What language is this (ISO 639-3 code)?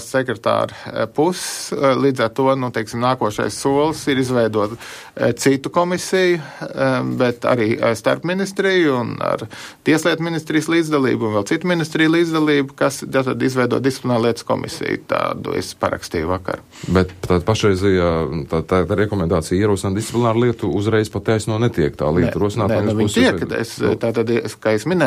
lav